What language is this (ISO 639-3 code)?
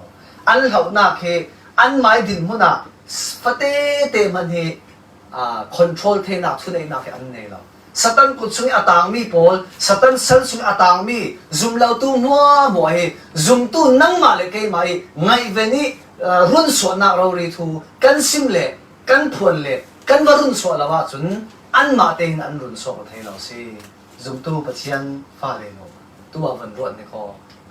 cfm